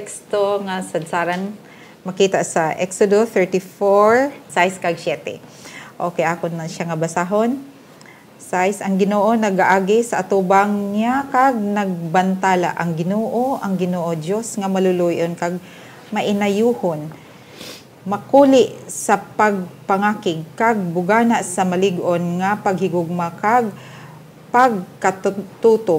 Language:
Hiligaynon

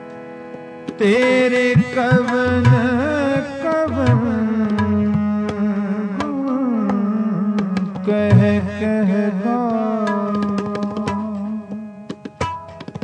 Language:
Punjabi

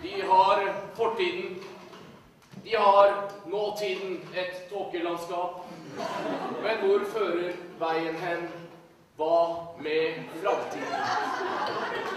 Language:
Norwegian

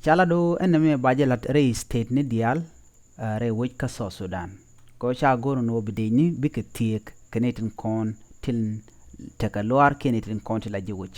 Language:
Nuer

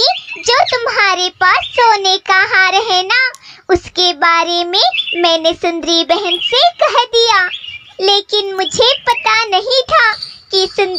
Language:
Hindi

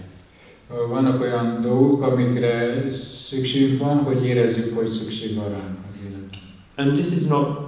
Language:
Hungarian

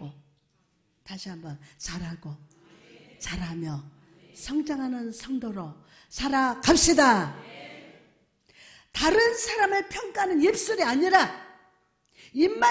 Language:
Korean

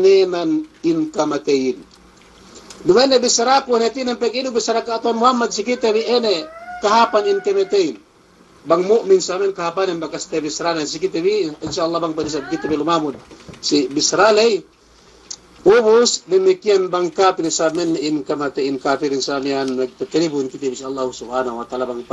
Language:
Yakan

